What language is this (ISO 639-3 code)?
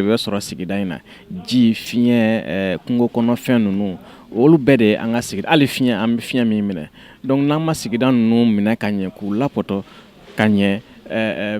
bam